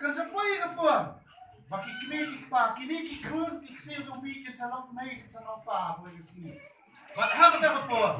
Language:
Khasi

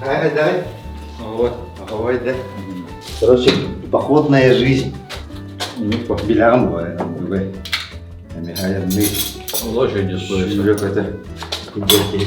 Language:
Yakut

